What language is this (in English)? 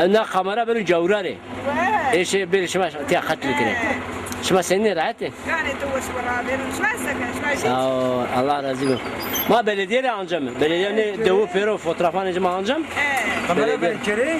Zaza